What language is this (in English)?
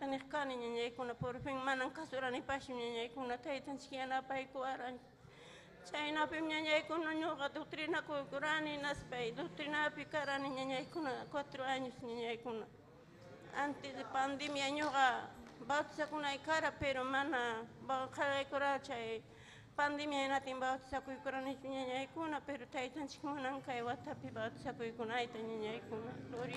Ayacucho Quechua